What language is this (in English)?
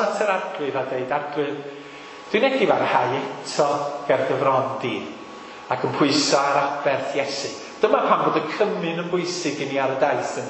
Welsh